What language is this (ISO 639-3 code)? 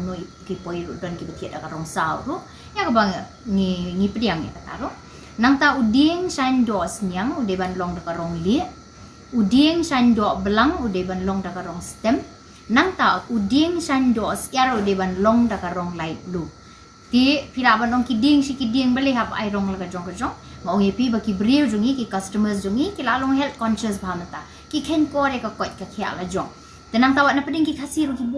kha